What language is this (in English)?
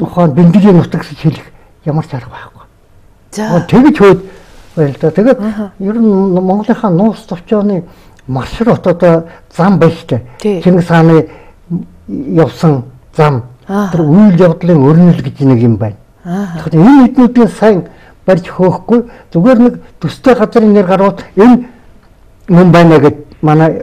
Mongolian